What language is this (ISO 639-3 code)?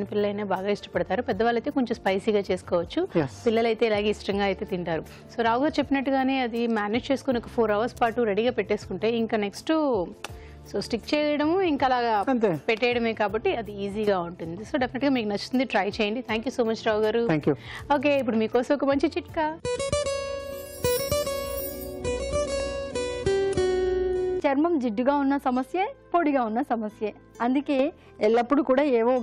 tel